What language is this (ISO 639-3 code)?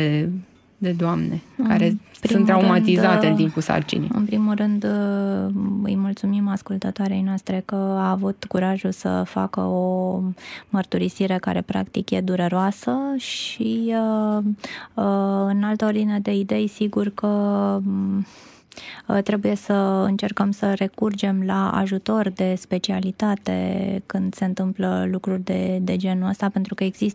ron